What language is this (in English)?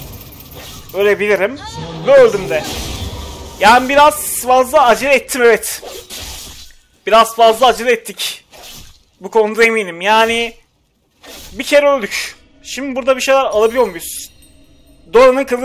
Turkish